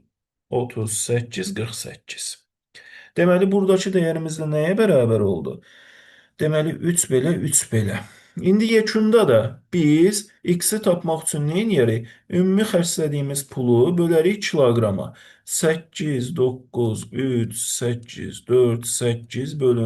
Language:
Azerbaijani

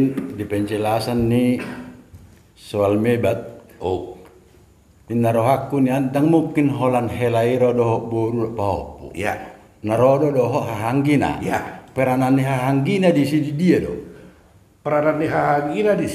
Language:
Batak Toba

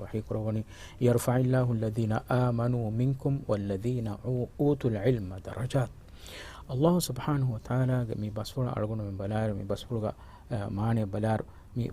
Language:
Divehi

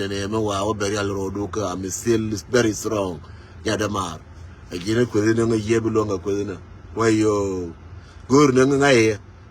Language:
Nuer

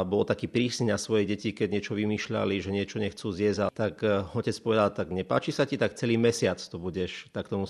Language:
Slovak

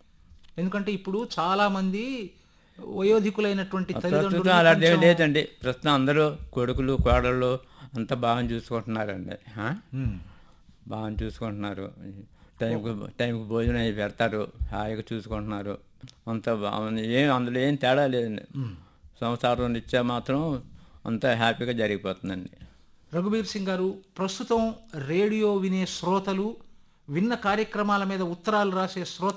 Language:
Telugu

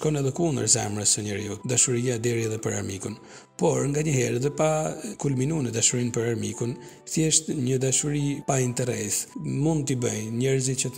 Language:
Albanian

